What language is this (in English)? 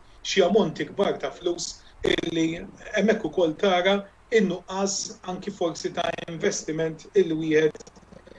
Maltese